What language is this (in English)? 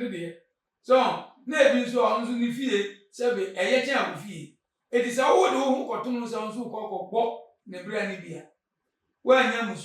Akan